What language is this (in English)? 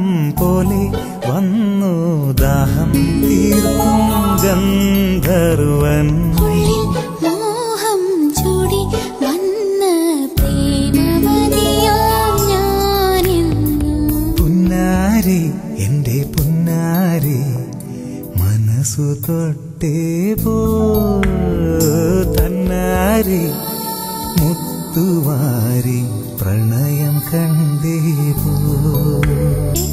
Malayalam